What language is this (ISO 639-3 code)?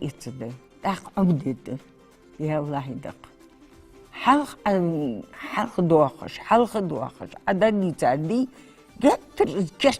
inh